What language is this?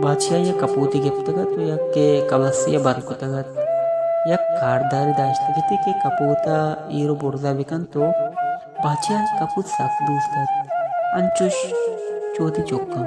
Baluchi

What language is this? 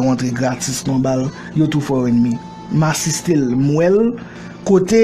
Haitian Creole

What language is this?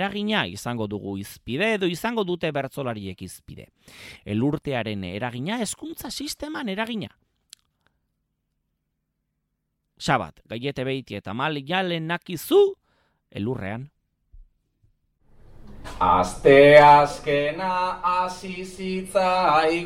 Basque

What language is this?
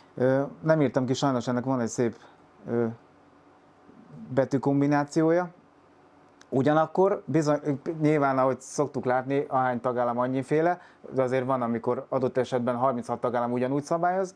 Hungarian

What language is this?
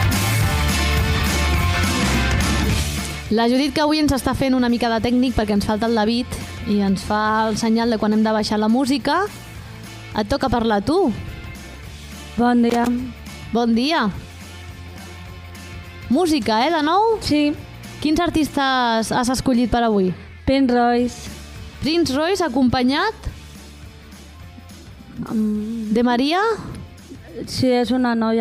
Catalan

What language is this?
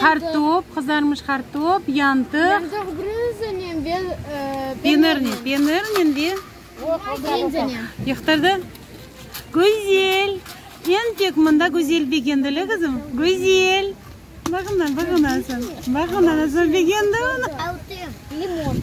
Crimean Tatar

